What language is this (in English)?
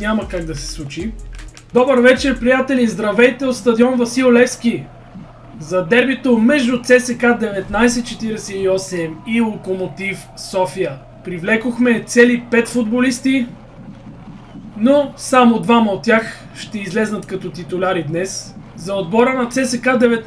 Bulgarian